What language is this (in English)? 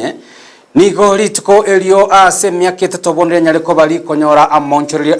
Gusii